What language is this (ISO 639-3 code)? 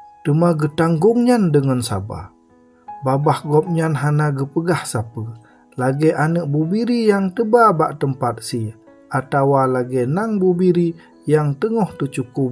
ace